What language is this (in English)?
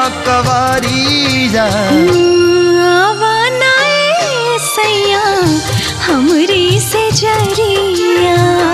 Bhojpuri